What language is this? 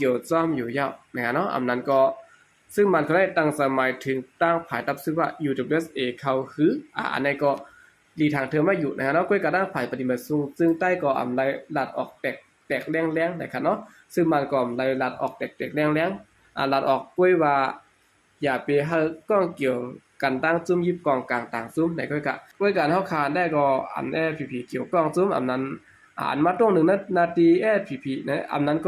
Shan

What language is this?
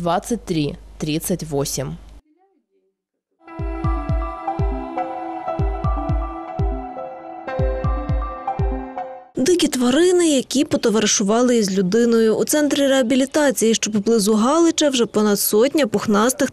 Ukrainian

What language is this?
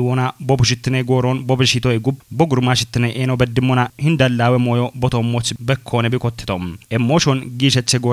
Kafa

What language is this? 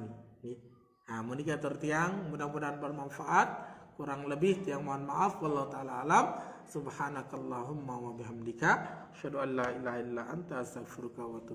Sasak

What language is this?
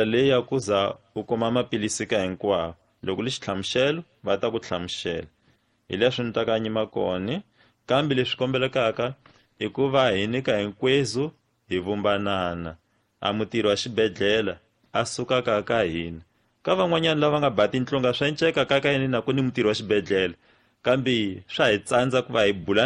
Tsonga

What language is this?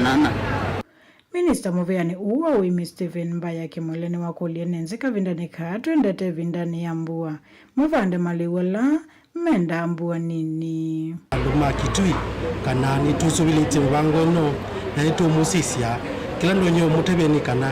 Kamba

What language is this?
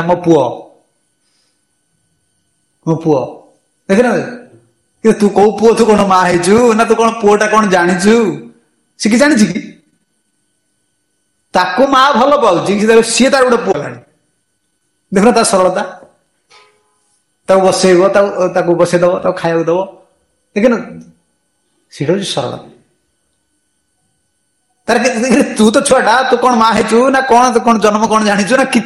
Odia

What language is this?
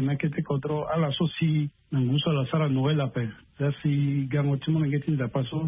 Sango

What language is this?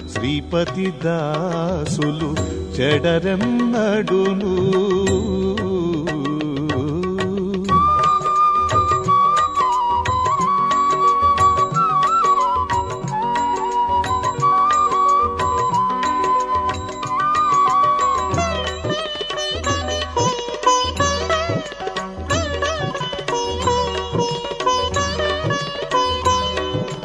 Telugu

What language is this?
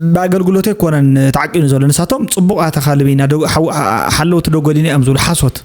Tigrinya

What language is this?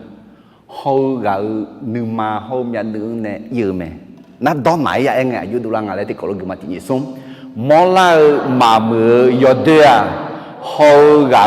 Akha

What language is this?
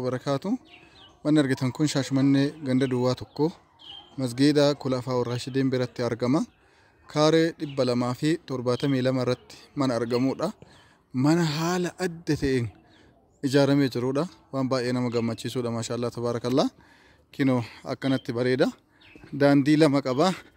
Oromo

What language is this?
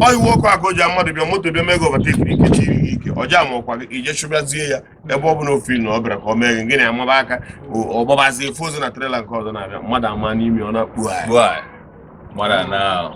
Igbo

